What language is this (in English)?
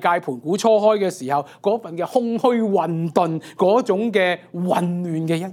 Cantonese